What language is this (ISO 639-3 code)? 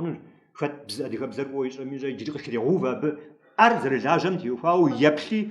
kbd